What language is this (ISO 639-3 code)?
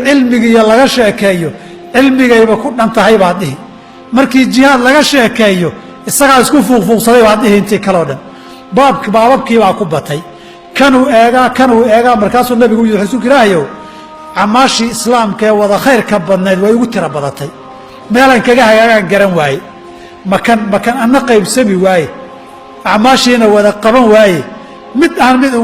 som